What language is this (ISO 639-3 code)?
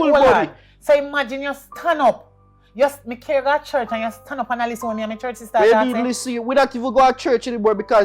jam